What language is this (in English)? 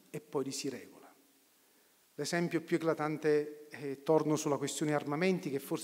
Italian